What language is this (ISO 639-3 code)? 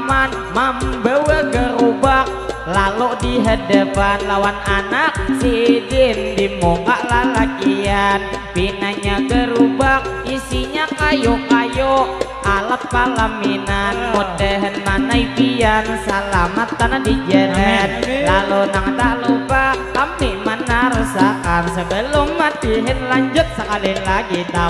bjn